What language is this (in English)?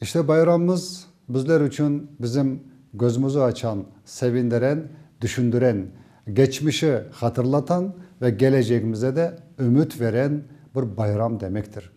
Crimean Tatar